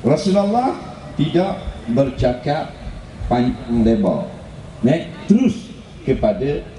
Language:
Malay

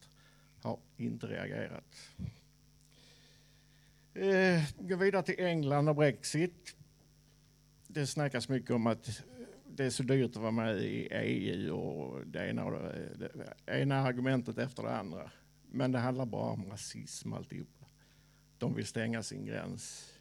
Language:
Swedish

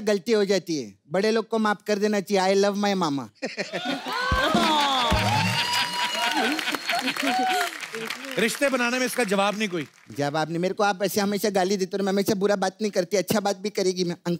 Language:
Hindi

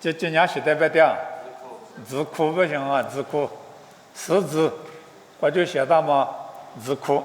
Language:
Lisu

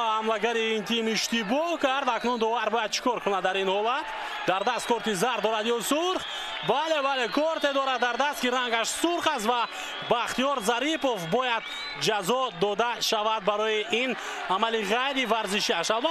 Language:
Tajik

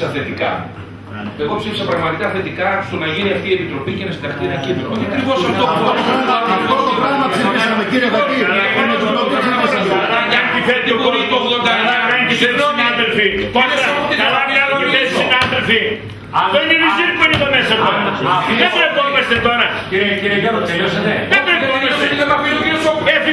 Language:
Greek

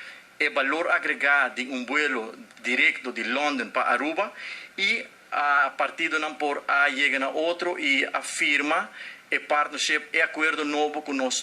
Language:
Papiamento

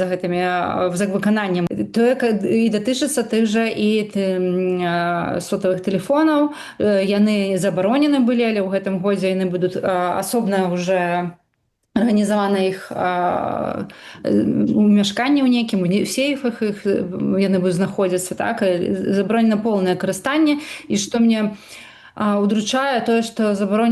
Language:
Belarusian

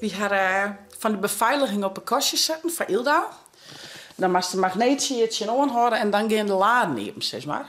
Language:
Western Frisian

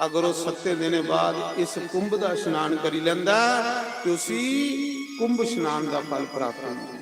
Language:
Dogri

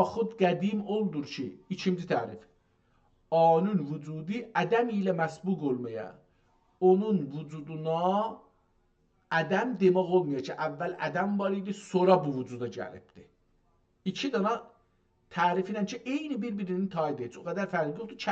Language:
South Azerbaijani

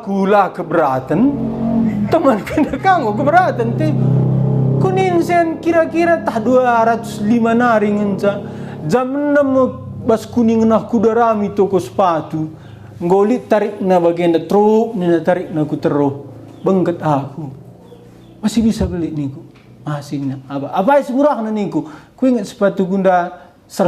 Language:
Batak Karo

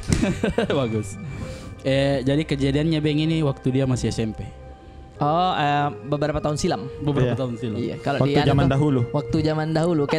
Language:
Makassar Malay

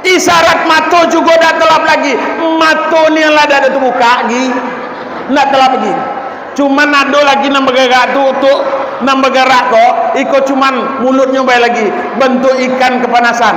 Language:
Minangkabau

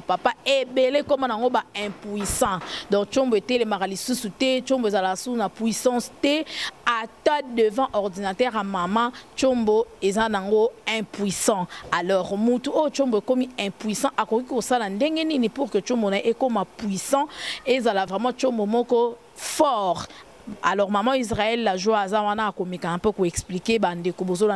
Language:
Lingala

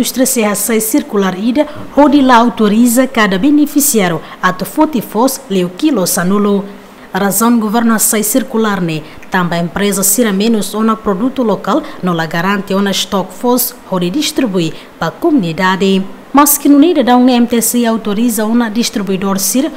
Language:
Tetum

